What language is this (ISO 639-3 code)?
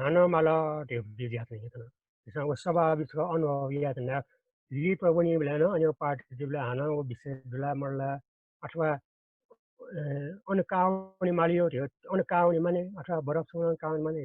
new